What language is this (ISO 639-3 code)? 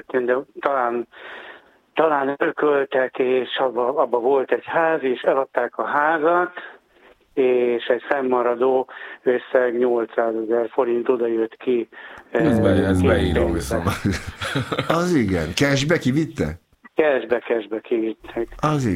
hun